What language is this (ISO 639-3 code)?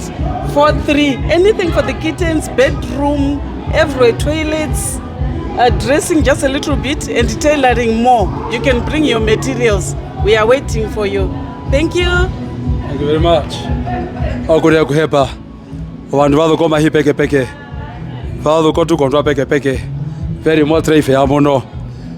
her